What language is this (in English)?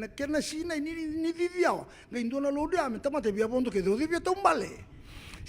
Fijian